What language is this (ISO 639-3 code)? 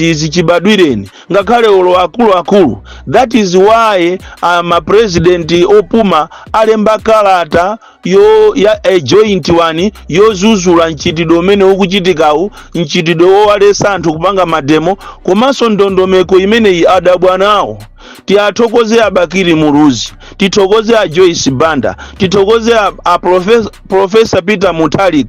nya